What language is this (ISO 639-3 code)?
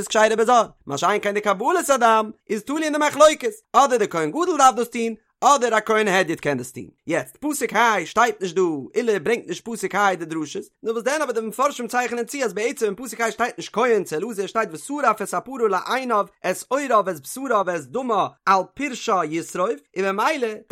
yid